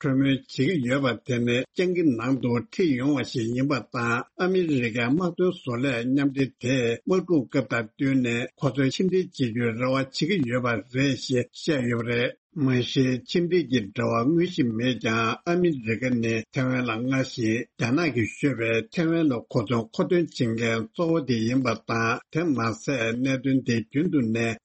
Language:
Tibetan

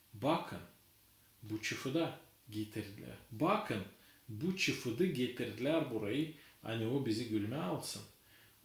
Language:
Gagauz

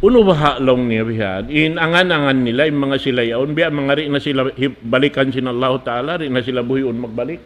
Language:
Tausug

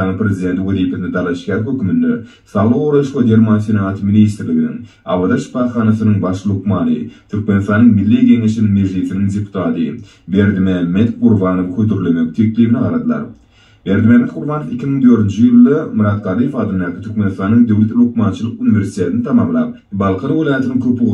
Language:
Turkmen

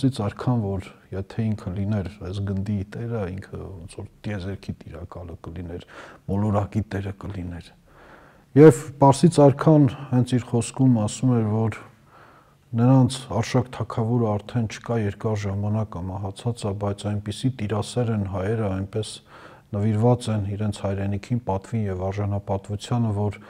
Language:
Armenian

